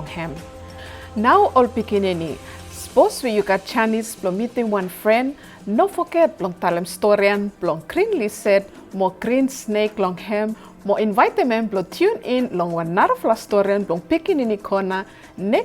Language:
Bislama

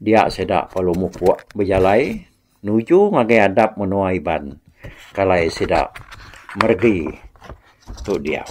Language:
Iban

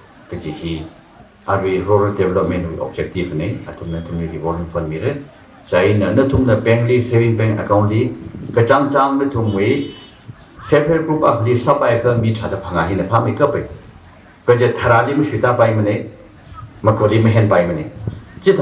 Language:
Tangkhul Naga (India)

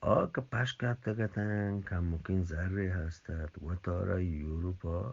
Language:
Eastern Balochi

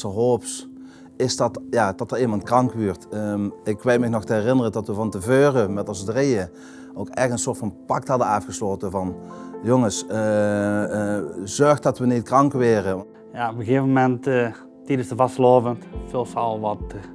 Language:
Limburgish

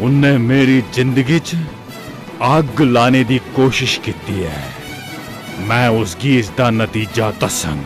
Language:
Dogri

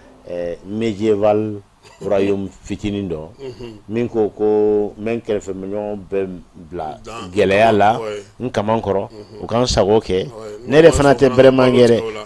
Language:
Bambara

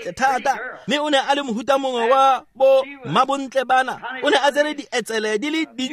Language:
Tswana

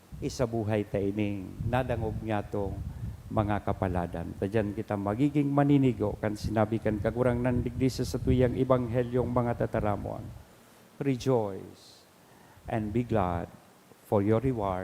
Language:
Bikol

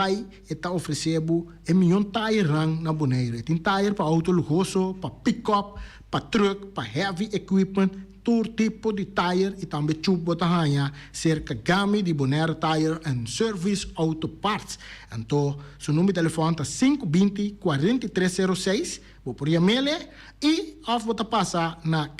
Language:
Papiamento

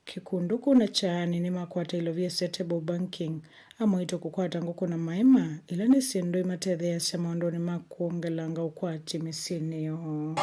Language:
Kamba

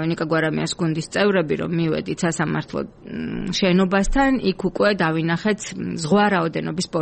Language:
Georgian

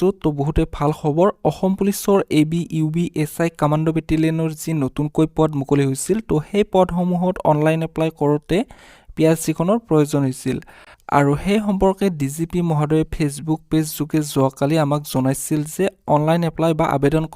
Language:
Assamese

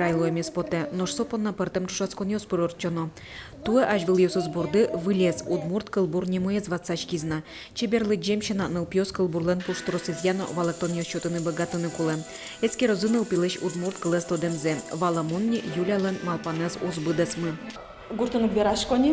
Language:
Udmurt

